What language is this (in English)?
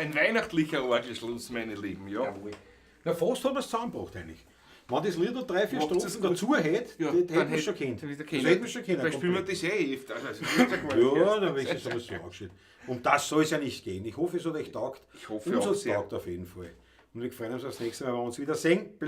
Bavarian